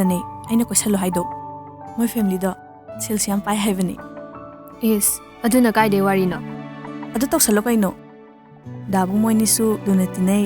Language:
Manipuri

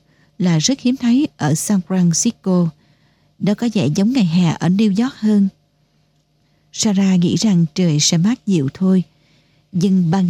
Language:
Vietnamese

